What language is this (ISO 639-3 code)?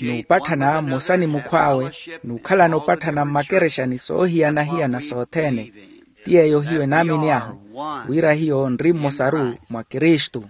vmw